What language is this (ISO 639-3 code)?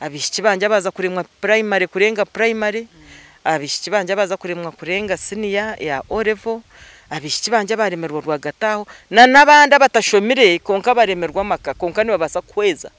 nyn